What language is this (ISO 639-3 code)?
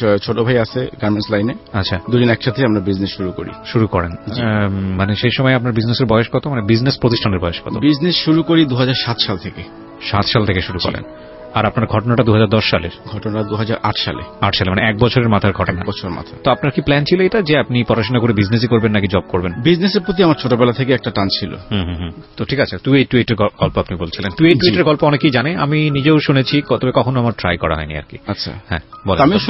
ben